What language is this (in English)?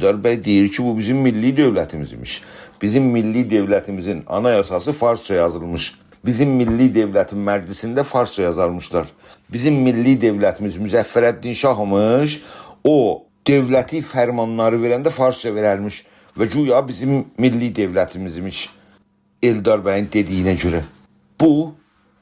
South Azerbaijani